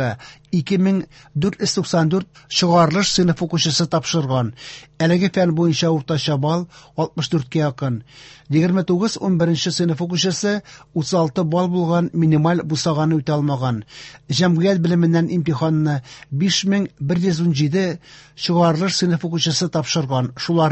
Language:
Tatar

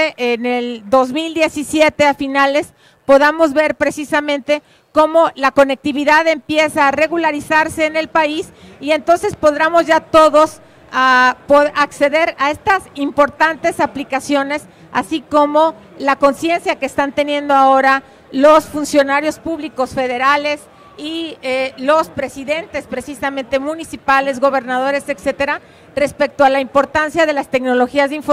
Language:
Spanish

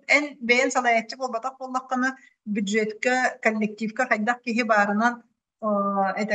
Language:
Yakut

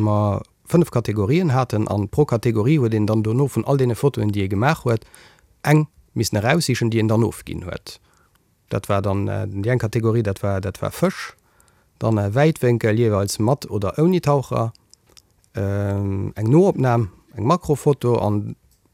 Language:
Luxembourgish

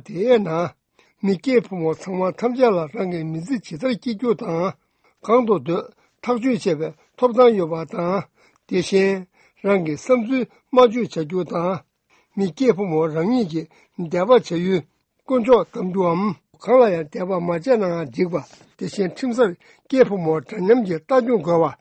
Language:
Tibetan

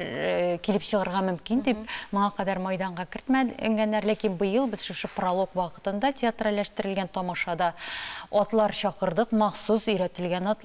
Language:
Tatar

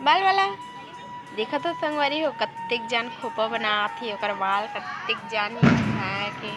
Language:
Chhattisgarhi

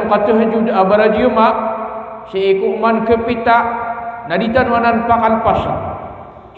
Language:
Maranao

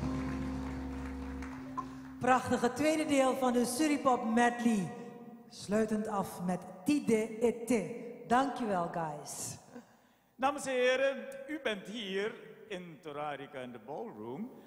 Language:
Dutch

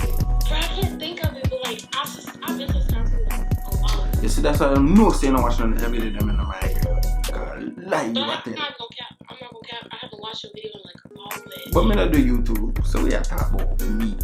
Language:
Jamaican Creole English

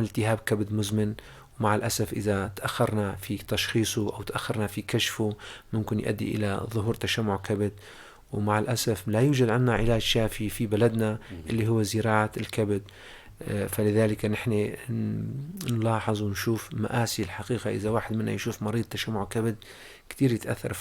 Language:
North Levantine Arabic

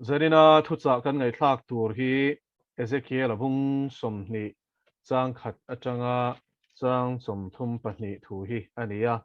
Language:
Mizo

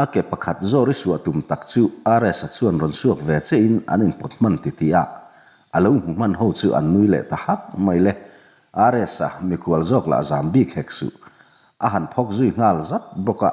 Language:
Mizo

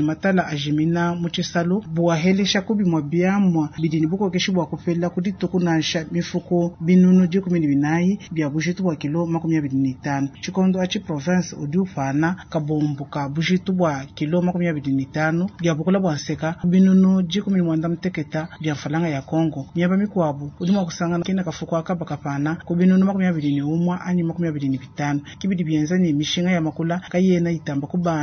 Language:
Luba-Lulua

